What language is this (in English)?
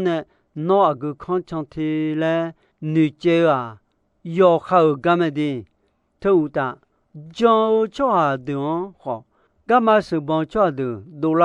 Akha